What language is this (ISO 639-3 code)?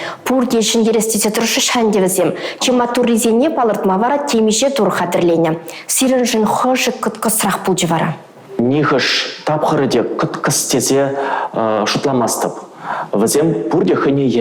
chv